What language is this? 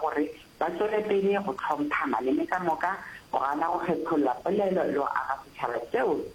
Northern Sotho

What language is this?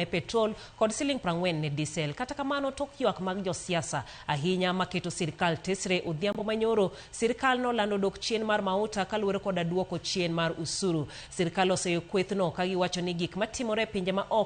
Luo (Kenya and Tanzania)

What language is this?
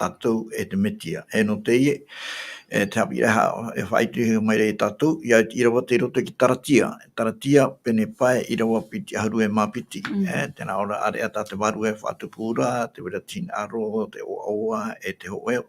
Tahitian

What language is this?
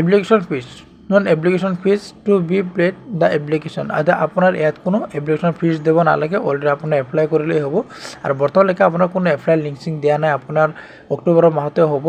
Assamese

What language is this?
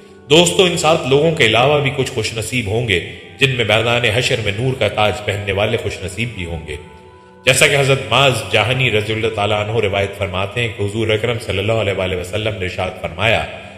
Urdu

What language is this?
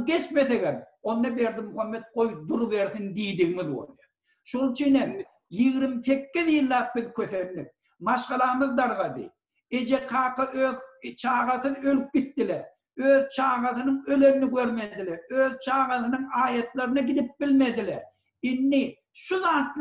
Turkmen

